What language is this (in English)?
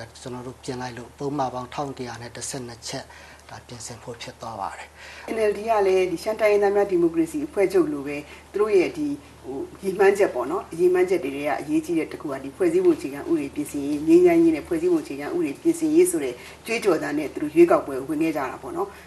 Burmese